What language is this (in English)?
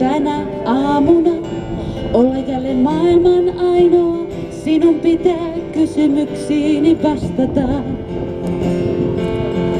Finnish